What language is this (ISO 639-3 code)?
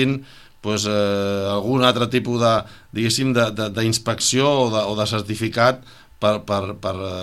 cat